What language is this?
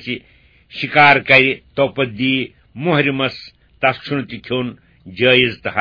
Kashmiri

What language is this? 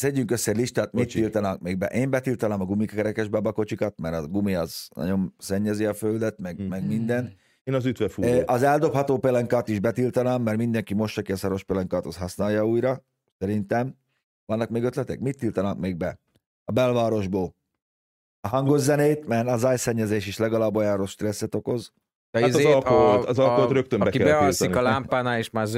Hungarian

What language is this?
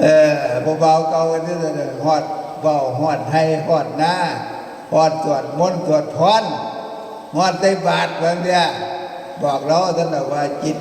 Northeastern Thai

